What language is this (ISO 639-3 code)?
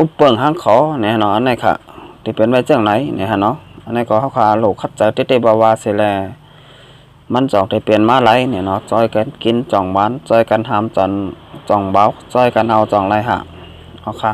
shn